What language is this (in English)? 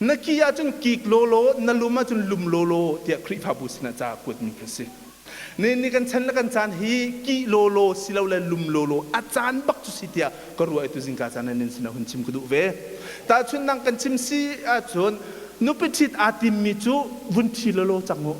Hakha Chin